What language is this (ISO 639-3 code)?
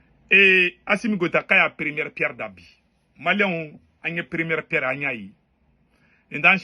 bam